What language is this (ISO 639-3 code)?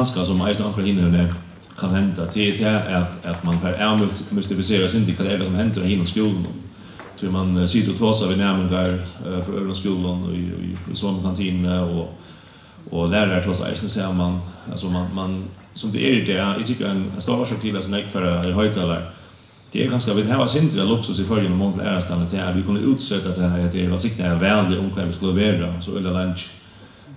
fao